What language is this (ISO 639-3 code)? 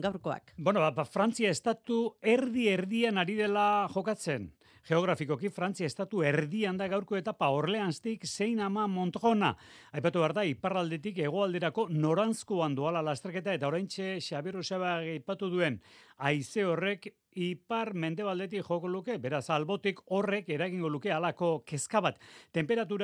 eus